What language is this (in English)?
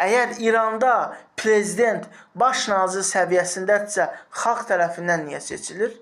Azerbaijani